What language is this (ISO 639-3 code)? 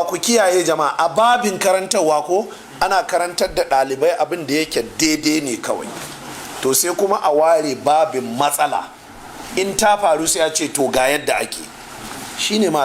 hau